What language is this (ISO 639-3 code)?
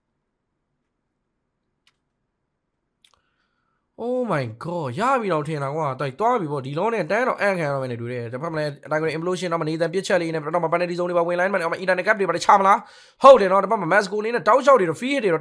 mya